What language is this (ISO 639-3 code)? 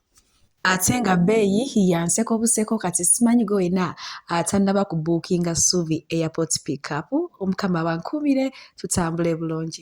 lug